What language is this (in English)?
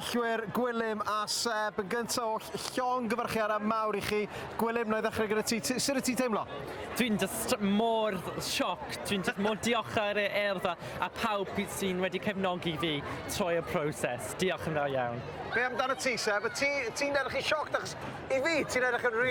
Welsh